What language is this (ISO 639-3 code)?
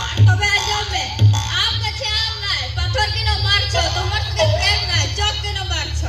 sat